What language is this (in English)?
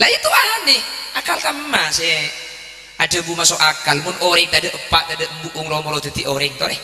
Madurese